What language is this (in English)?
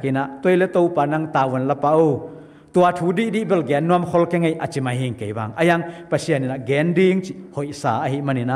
Tedim Chin